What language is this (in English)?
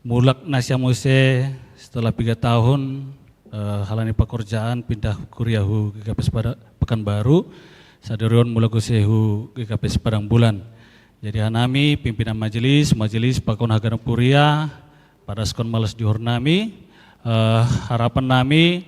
Batak Simalungun